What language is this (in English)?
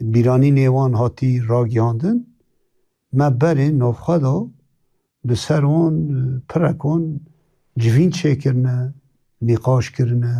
Kurdish